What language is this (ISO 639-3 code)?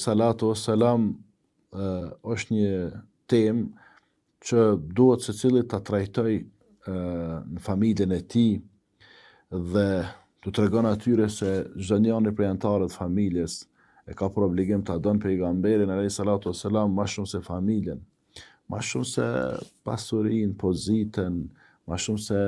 sqi